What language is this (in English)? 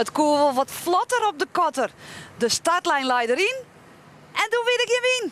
Western Frisian